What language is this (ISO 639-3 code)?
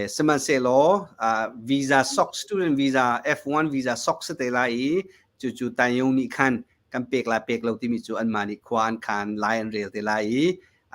cnh